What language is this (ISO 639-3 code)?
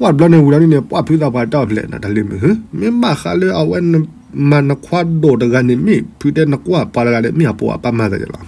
ksw